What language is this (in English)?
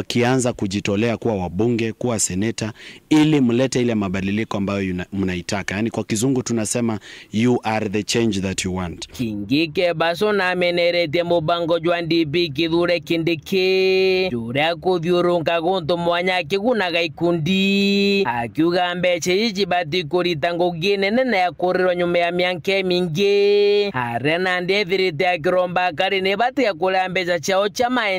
Meru